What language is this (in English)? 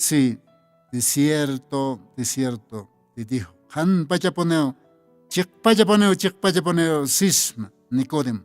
Aymara